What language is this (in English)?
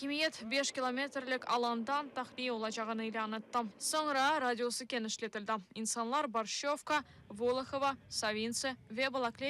Crimean Tatar